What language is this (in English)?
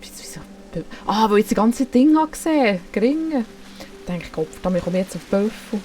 Swiss German